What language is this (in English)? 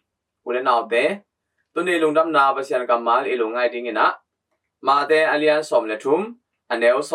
Tedim Chin